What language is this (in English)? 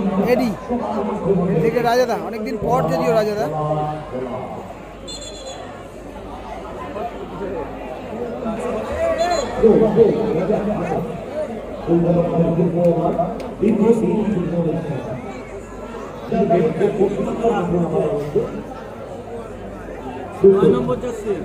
Bangla